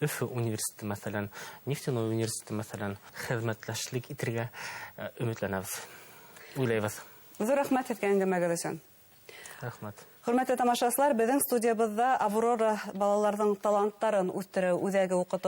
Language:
Bashkir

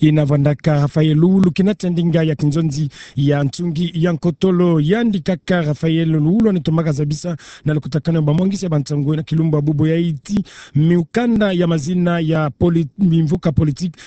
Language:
Kituba (Democratic Republic of Congo)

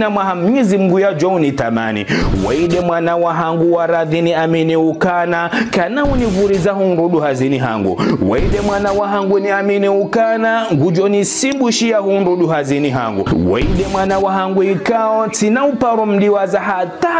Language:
Ngazidja Comorian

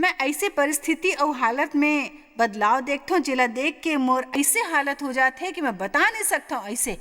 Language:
Chhattisgarhi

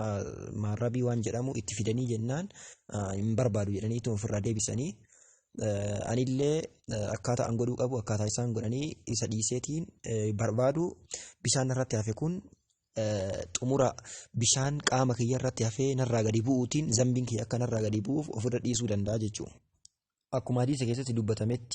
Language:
Oromo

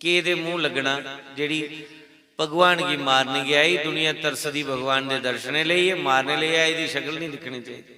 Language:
Dogri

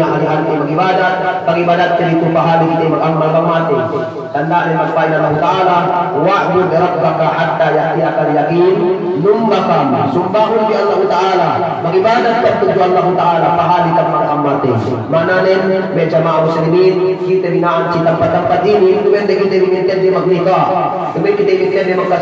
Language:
Yakan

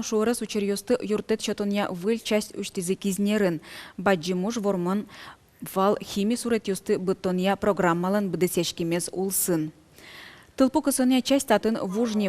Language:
Udmurt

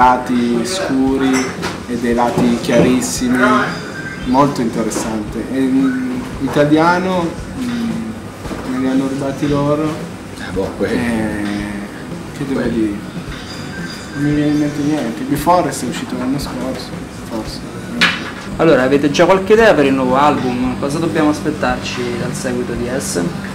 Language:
Italian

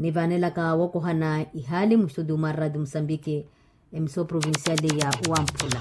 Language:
Makhuwa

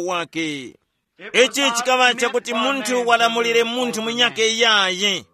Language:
Tumbuka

